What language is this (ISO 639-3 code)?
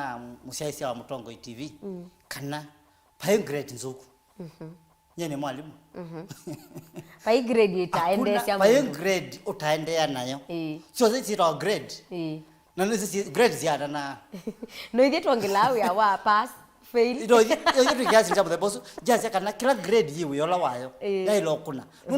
kam